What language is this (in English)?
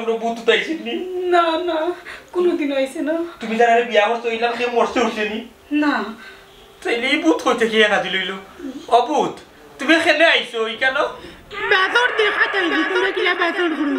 Sylheti